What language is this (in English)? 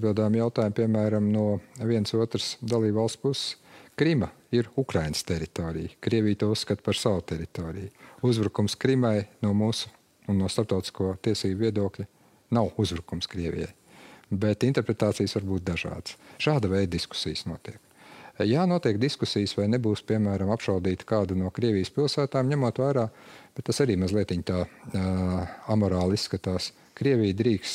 Latvian